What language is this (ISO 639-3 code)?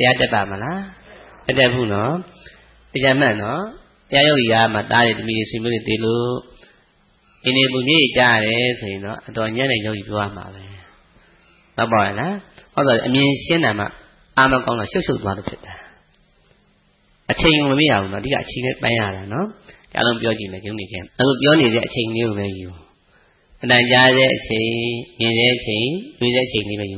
mya